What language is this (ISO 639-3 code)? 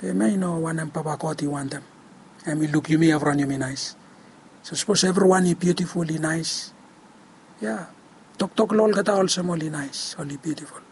bis